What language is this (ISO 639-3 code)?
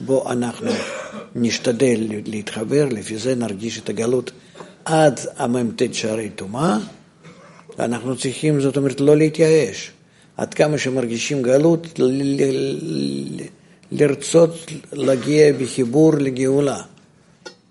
heb